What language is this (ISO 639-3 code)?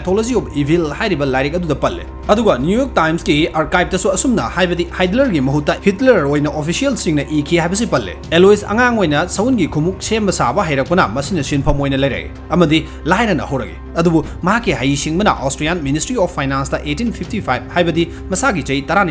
mni